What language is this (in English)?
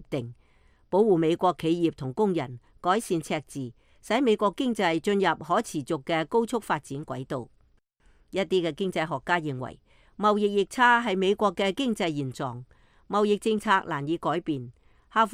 Cantonese